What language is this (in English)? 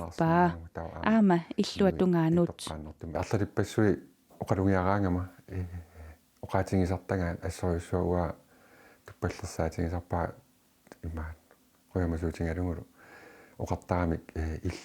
Kalaallisut